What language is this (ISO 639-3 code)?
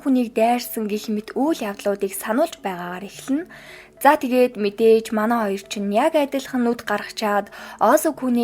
mon